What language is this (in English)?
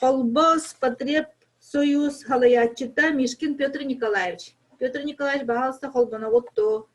Yakut